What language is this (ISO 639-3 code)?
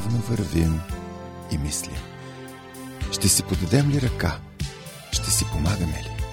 bul